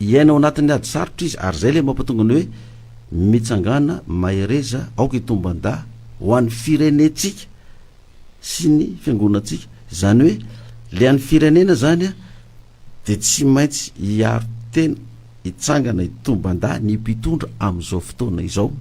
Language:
Malagasy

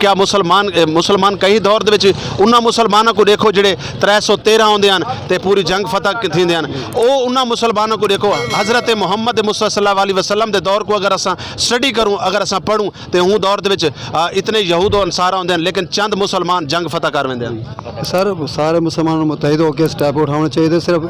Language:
Saraiki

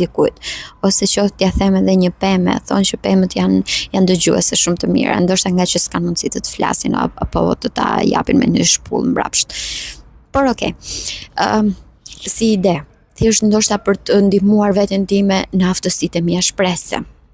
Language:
Albanian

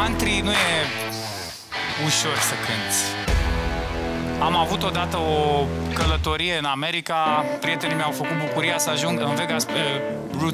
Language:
Romanian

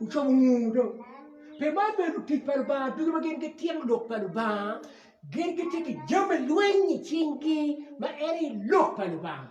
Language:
Acoli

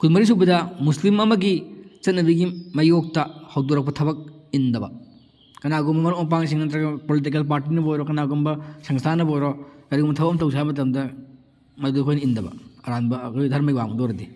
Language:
Manipuri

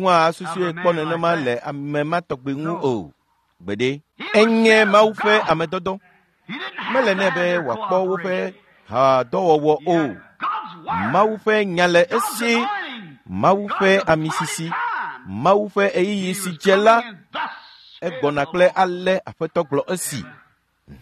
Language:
Ewe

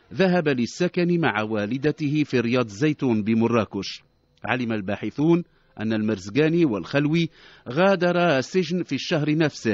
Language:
Arabic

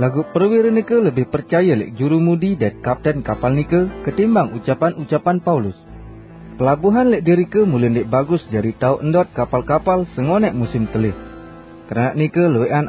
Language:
Sasak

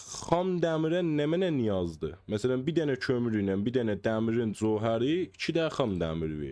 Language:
South Azerbaijani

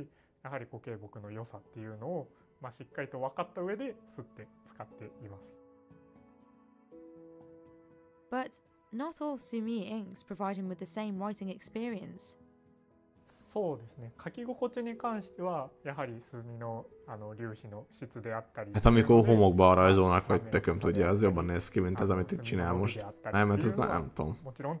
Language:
Hungarian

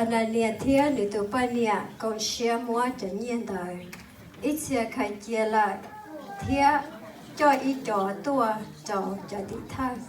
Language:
Hmong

